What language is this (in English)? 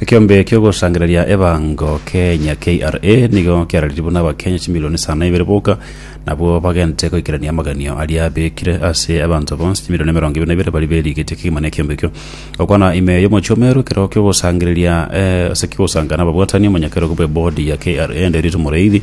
Gusii